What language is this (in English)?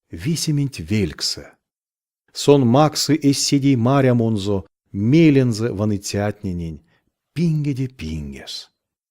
Erzya